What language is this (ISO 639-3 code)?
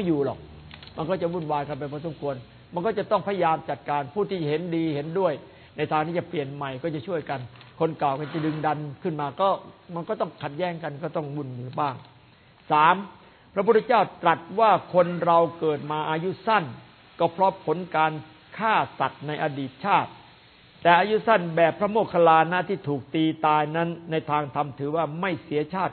tha